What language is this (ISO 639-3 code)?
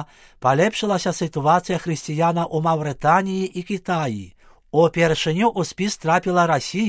bel